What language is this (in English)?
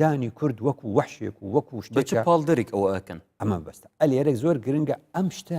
Central Kurdish